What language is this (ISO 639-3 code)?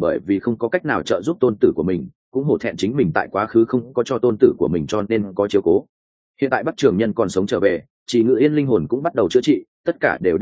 vie